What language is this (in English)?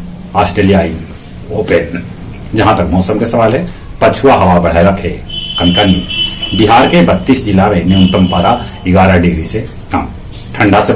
Magahi